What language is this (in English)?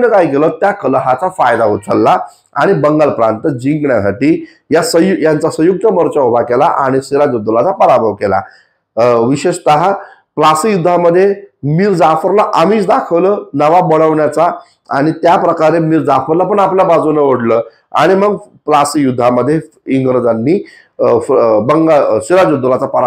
Marathi